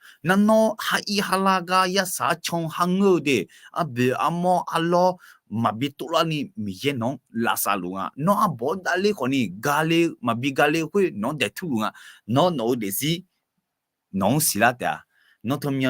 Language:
Akha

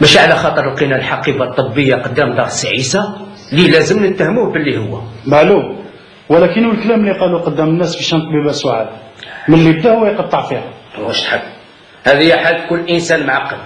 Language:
Algerian Arabic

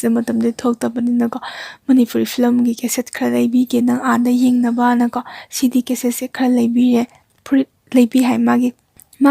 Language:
Manipuri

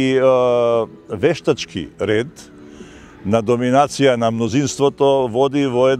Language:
Macedonian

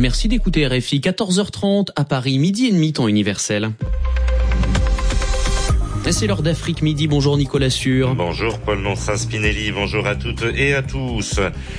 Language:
French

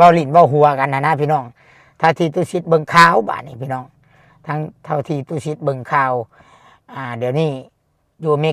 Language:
Lao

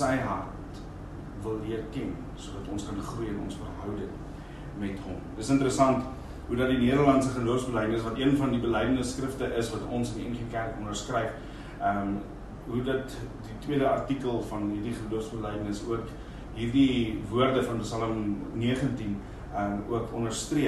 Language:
Afrikaans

